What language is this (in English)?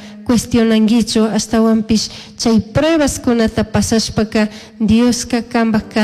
Chimborazo Highland Quichua